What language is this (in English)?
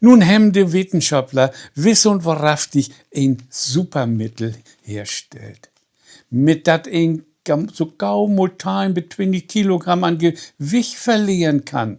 Low German